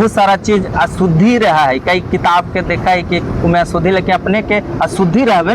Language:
Magahi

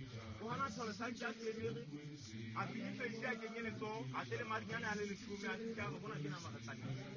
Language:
Southern Sotho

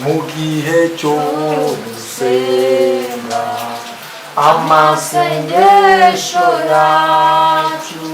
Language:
Kinyarwanda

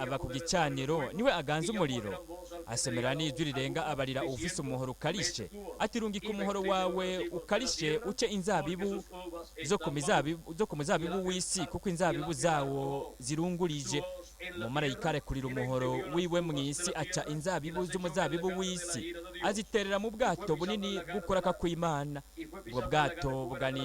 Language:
Rundi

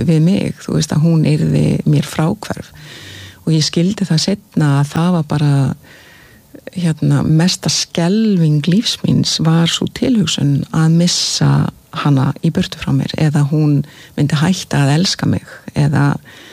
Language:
Icelandic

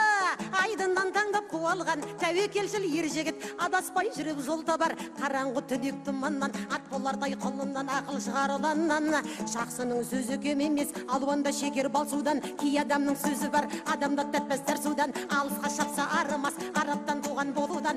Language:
Kazakh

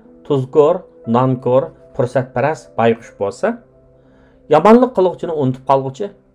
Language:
Uyghur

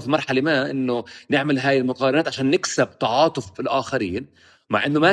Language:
North Levantine Arabic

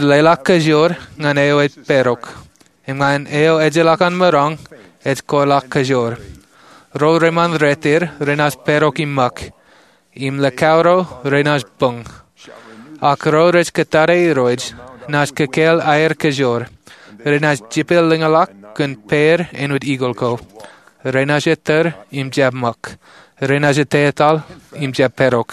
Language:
Marshallese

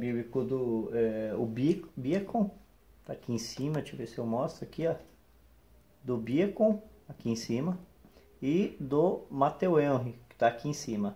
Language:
Portuguese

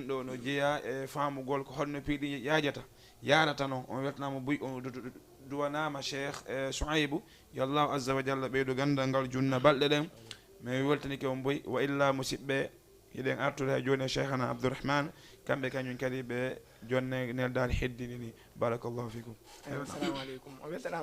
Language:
Fula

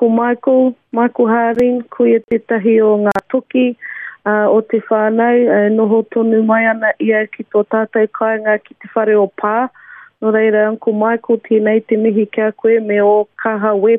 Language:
Māori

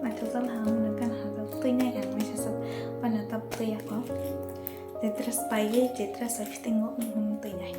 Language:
Kok Borok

